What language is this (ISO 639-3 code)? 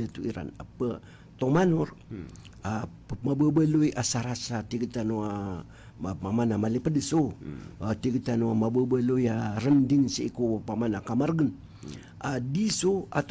mrw